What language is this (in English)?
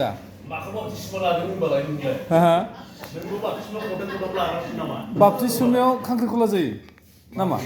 Bodo